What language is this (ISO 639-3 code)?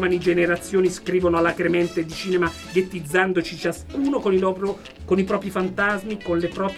ita